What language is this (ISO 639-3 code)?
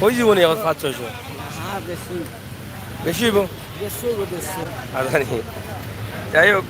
syl